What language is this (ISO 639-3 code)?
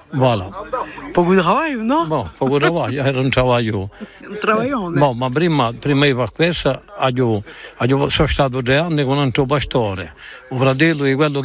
ita